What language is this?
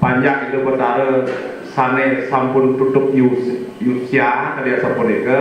Balinese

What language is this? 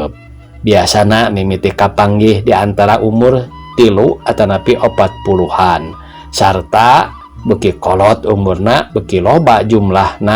Sundanese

